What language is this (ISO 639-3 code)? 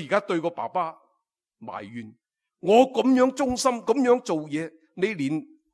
yue